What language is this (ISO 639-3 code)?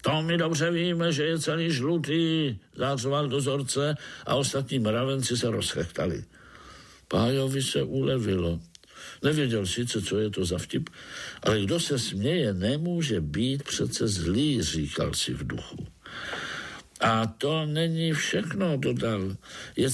ces